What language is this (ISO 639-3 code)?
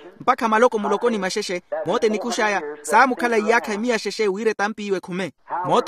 vmw